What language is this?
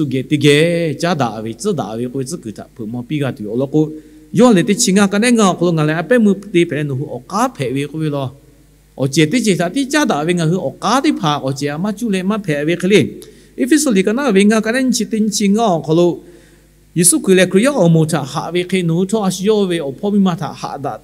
Lahu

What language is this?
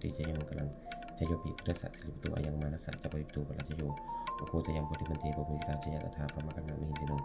Pali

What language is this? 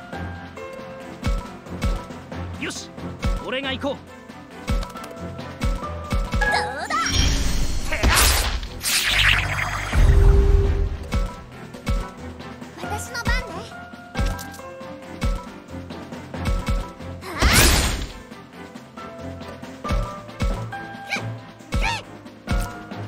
Japanese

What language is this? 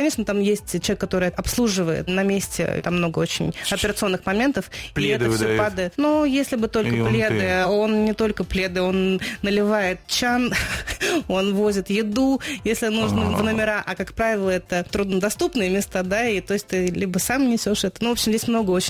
Russian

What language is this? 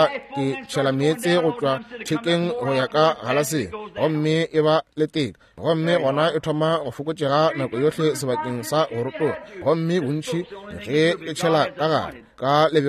Northern Sotho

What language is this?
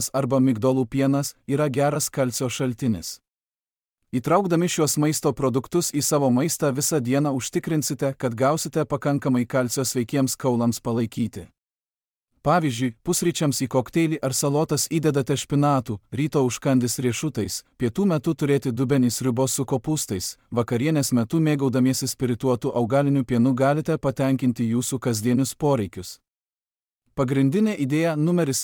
Lithuanian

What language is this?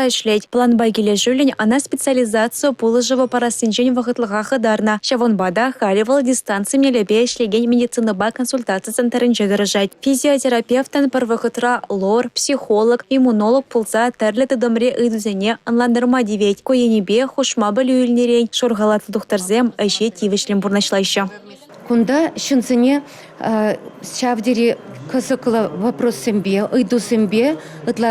Chuvash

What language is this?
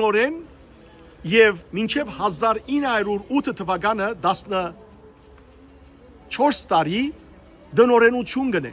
Western Armenian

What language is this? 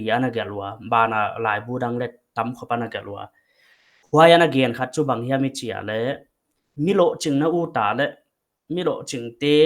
Paite Chin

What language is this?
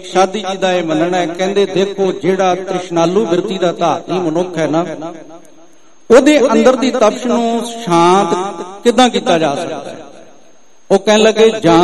Punjabi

